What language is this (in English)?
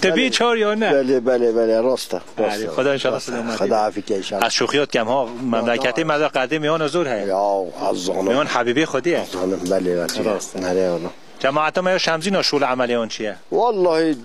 Kurdish